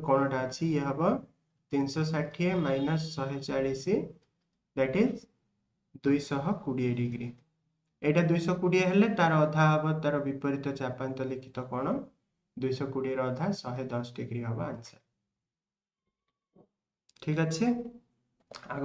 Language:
Odia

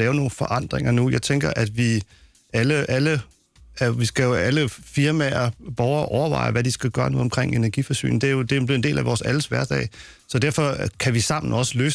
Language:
Danish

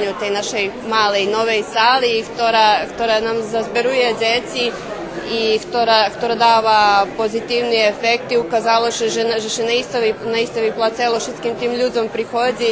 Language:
Rusyn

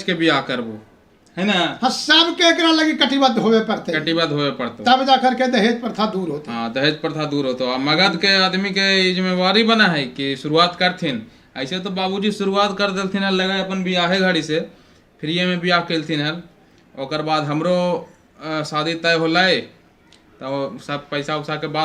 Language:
Magahi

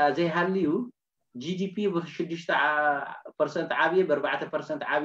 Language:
Tigrinya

